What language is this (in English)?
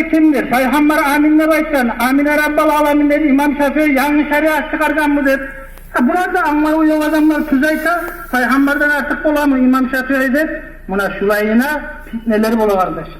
Kumyk